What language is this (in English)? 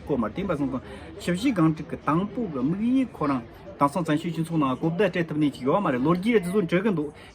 Tibetan